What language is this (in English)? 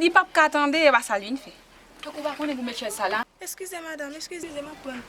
Haitian Creole